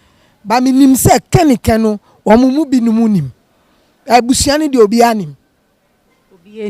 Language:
Akan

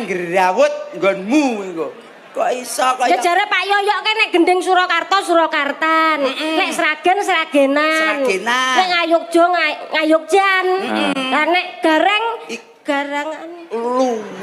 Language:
Javanese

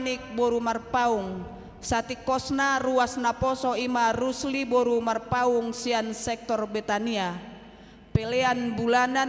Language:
Batak Toba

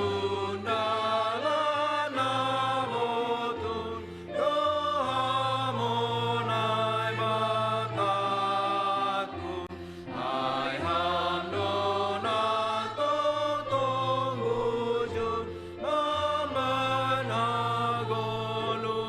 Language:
Batak Simalungun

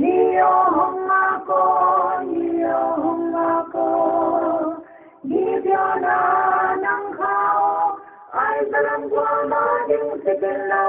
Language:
Paite Chin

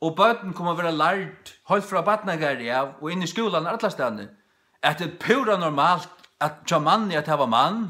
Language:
Faroese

